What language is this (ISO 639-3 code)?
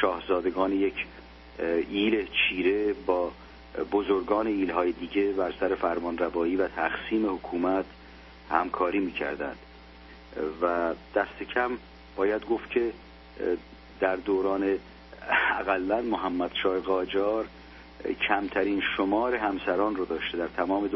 fas